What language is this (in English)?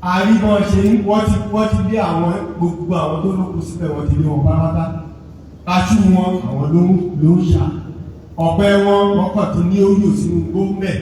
Yoruba